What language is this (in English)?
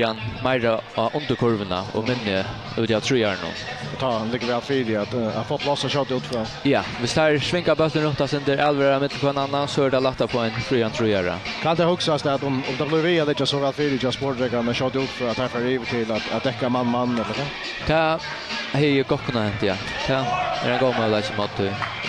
Faroese